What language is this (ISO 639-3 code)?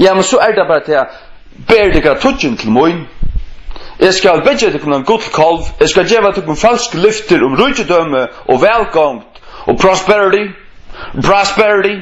fao